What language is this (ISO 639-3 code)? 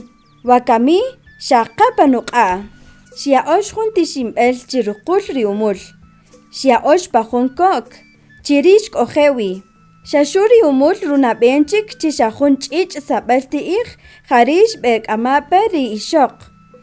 cak